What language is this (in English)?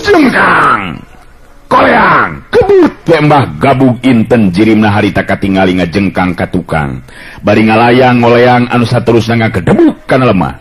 Sundanese